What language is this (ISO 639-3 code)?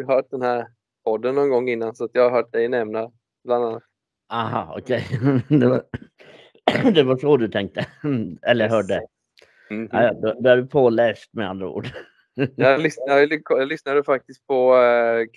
swe